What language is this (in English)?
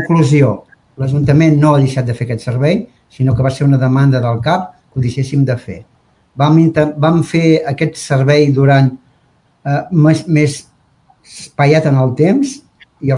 Catalan